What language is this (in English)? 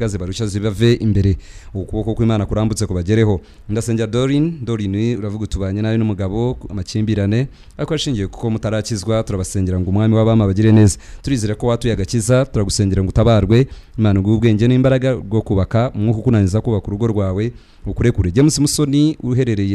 Kinyarwanda